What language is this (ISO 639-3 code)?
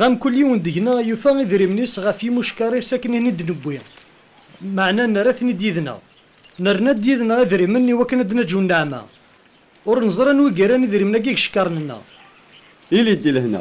kab